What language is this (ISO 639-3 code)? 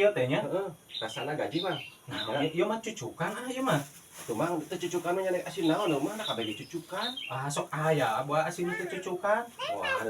sun